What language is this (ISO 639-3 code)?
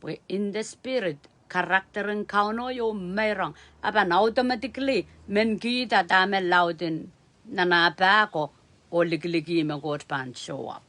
pon